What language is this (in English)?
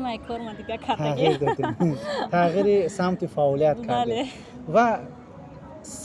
Tajik